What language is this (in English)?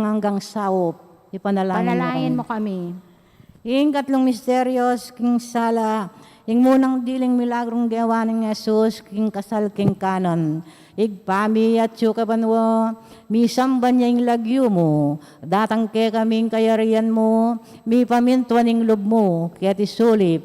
Pampanga